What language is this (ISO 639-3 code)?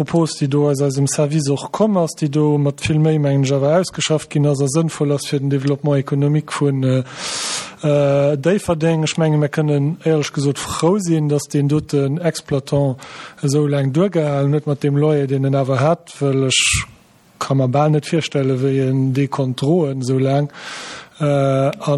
ltz